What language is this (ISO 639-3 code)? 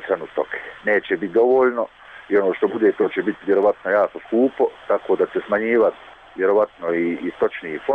bos